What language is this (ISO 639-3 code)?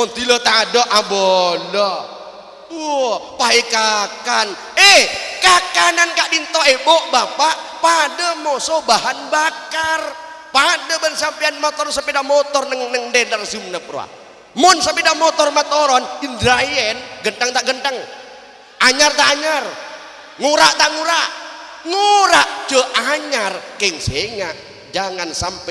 mad